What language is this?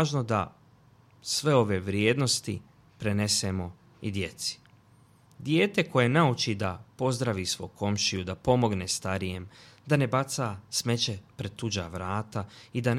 Bosnian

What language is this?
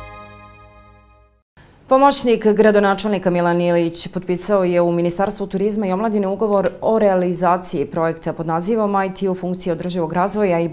Serbian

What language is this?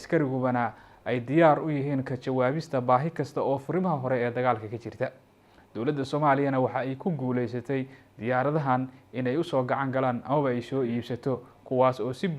Somali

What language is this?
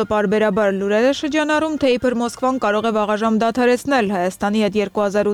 Armenian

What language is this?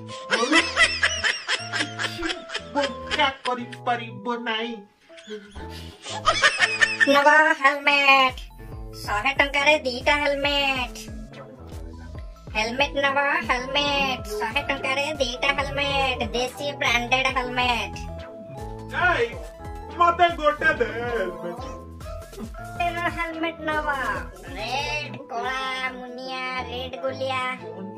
Odia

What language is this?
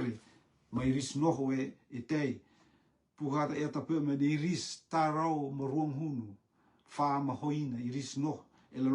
Rotuman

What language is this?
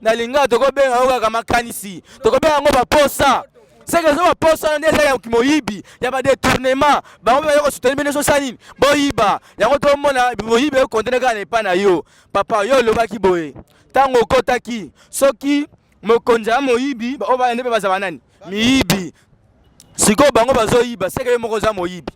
Lingala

